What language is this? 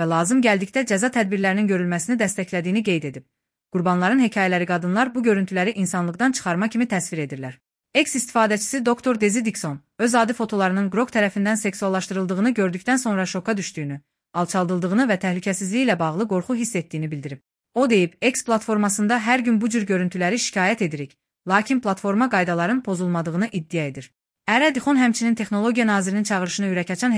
Azerbaijani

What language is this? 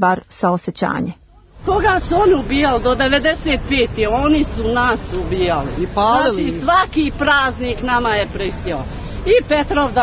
Serbian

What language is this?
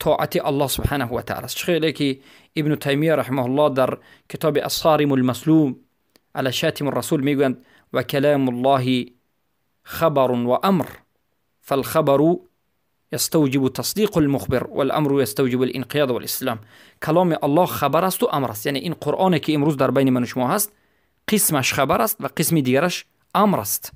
Tajik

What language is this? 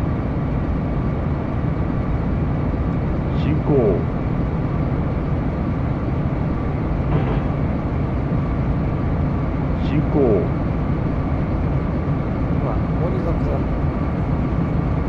Japanese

